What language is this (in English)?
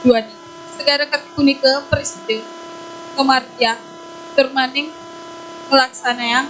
Balinese